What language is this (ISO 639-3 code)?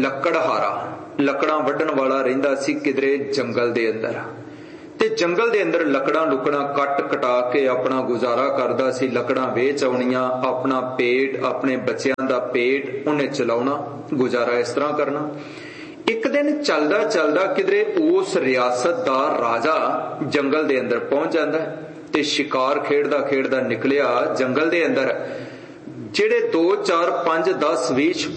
pan